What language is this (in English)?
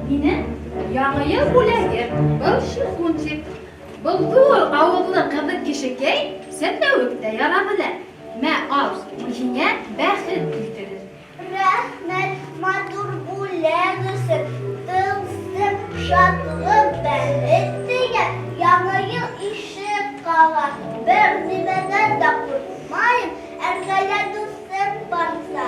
Bashkir